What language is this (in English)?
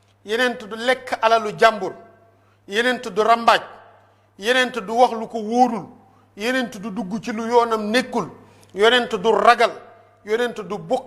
Wolof